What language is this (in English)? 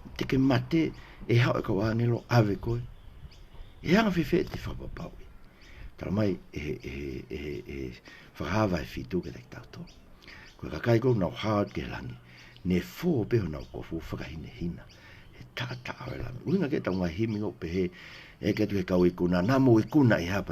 Tongan